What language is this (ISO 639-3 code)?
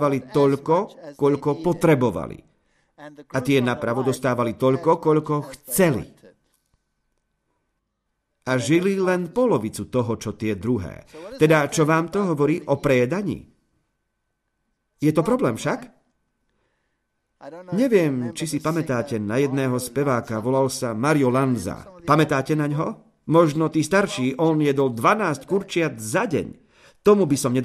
slk